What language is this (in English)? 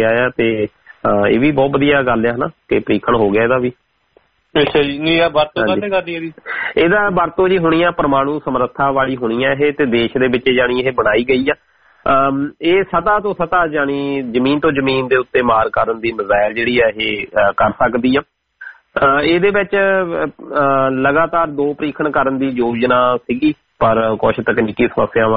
Punjabi